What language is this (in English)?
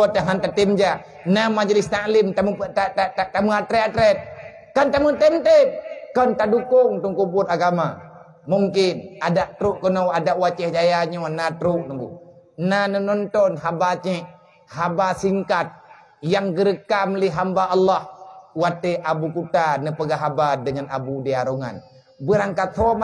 Achinese